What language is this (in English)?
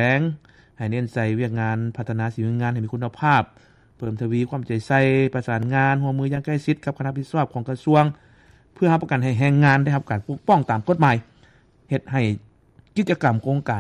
Lao